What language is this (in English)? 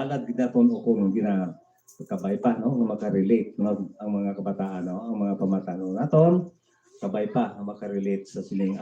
Hiligaynon